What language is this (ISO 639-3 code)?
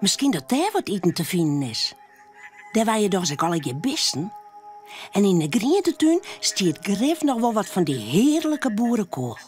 fry